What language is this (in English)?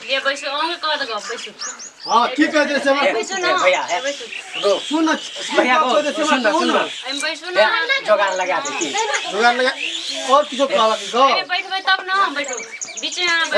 Maithili